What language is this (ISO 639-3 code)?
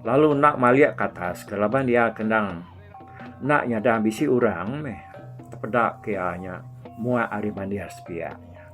iba